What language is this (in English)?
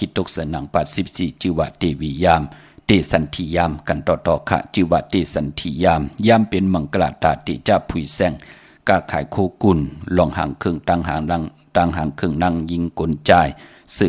Shan